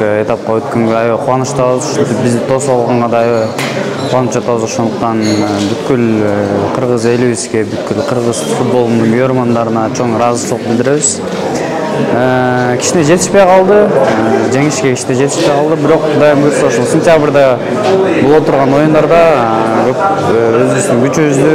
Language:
Kyrgyz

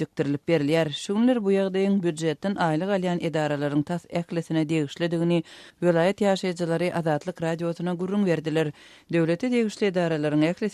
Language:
Turkmen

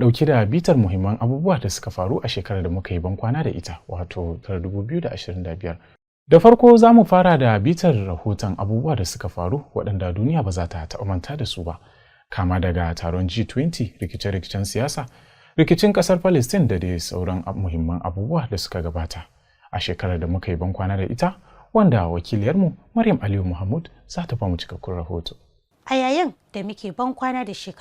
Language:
Hausa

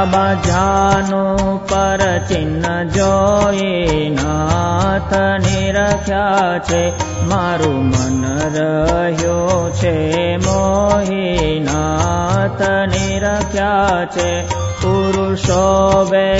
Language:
Gujarati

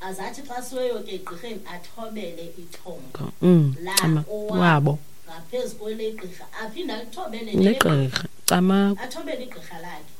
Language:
Xhosa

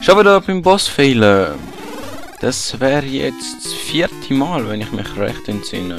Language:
Swiss German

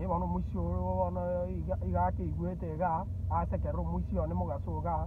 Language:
Gusii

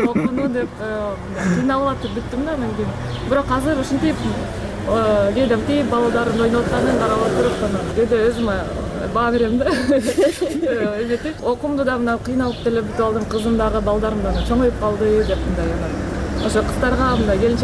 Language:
Kyrgyz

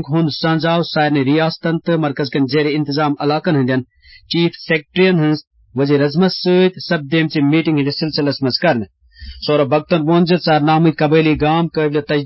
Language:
Kashmiri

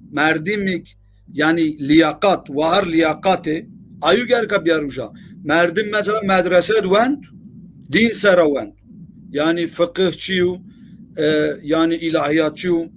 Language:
Zaza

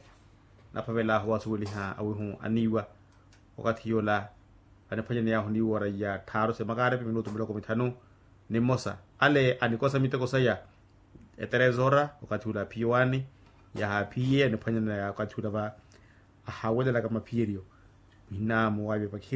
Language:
Makhuwa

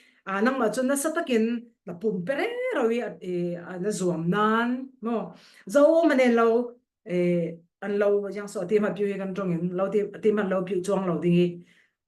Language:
Falam Chin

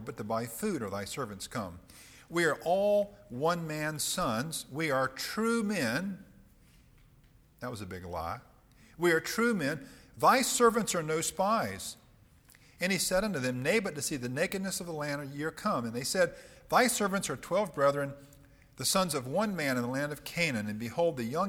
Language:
English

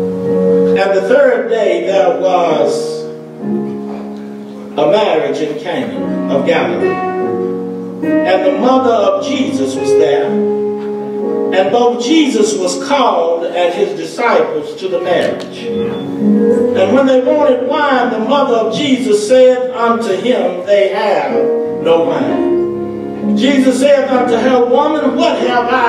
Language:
English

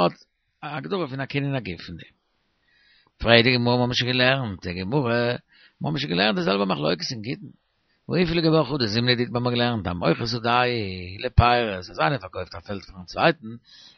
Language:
Yiddish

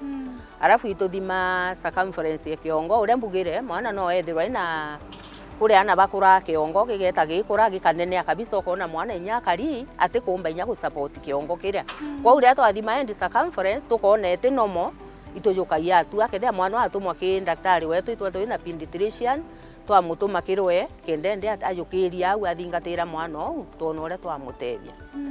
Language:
Meru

